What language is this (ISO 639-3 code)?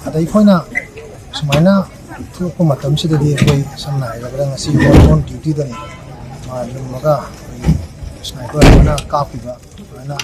mni